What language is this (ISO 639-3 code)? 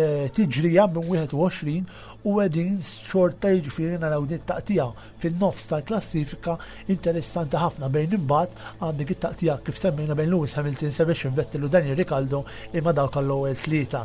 mlt